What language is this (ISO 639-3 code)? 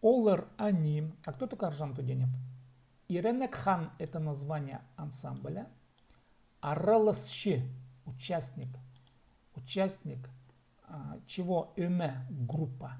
kjh